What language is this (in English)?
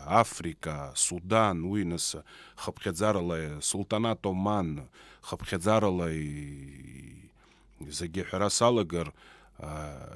Abkhazian